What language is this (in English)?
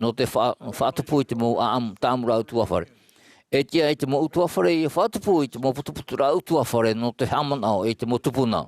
Tahitian